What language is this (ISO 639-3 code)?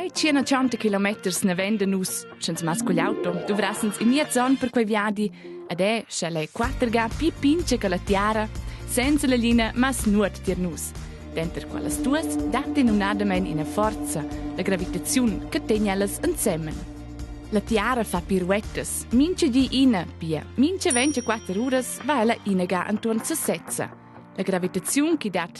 roh